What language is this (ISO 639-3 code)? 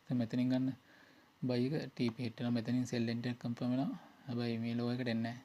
sin